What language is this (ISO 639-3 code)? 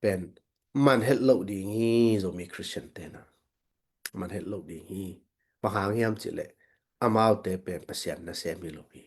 ctd